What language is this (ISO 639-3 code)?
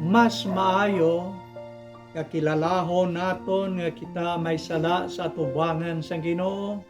hil